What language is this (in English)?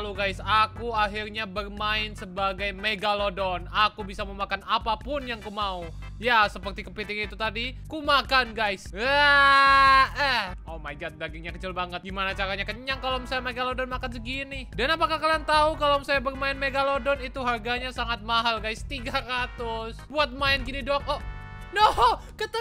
Indonesian